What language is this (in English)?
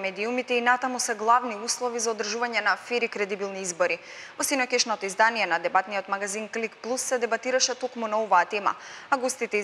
Macedonian